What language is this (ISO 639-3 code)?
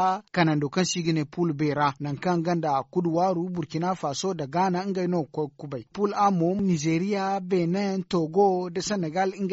dje